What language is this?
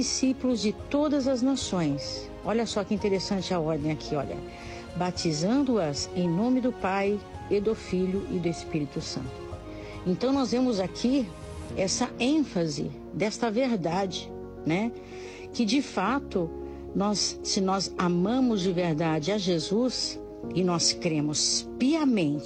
Portuguese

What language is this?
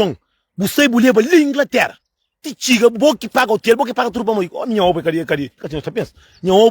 Kabuverdianu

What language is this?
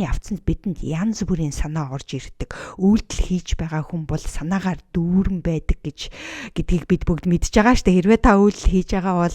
Mongolian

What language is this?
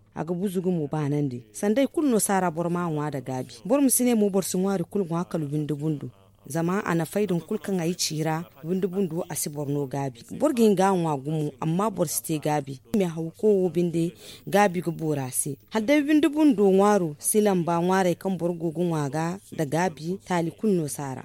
Zarma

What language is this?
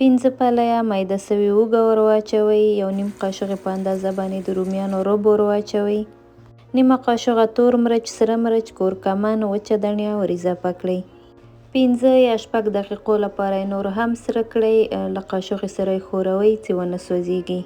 Pashto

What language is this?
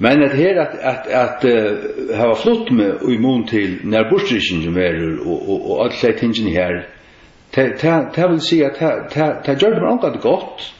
Faroese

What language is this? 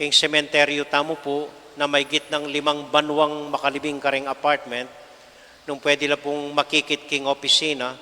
Pampanga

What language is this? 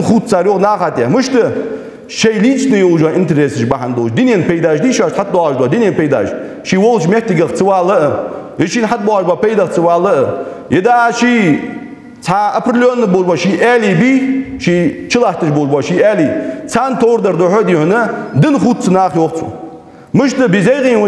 Ingush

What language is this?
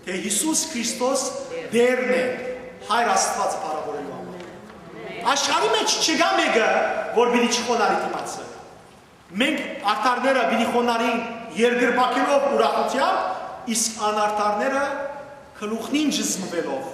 Western Armenian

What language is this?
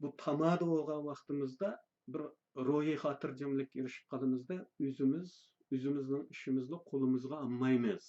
Uyghur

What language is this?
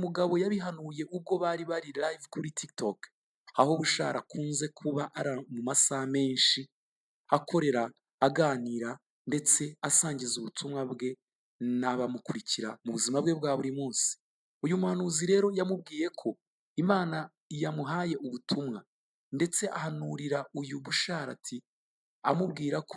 Kinyarwanda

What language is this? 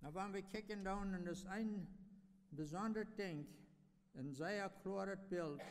Plautdietsch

